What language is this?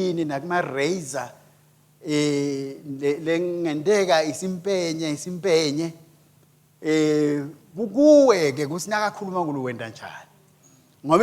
Swati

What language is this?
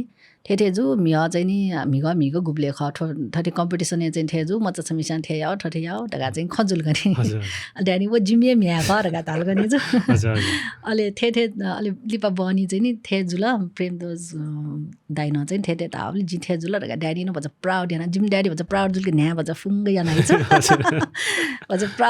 Newari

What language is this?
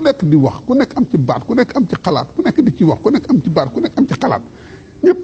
Wolof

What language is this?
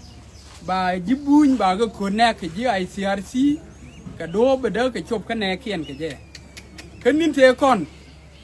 Nuer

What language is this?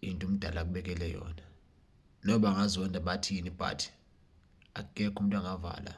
Zulu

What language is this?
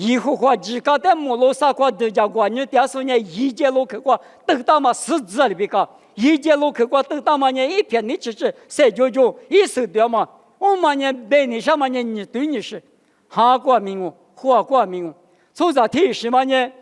Lisu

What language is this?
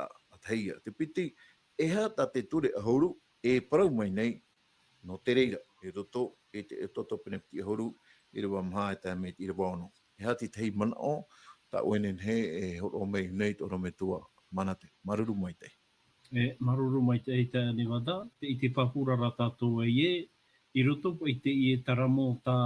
Tahitian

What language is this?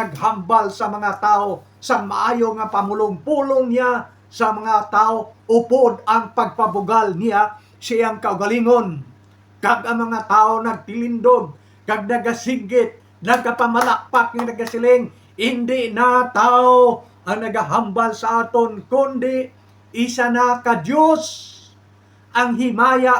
Hiligaynon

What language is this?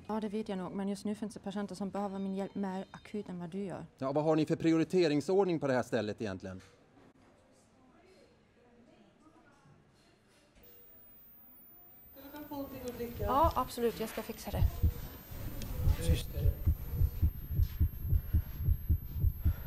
Swedish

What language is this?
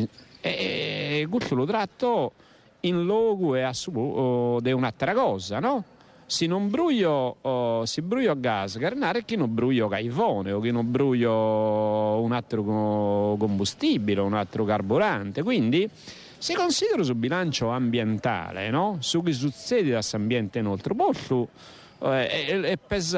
Sardinian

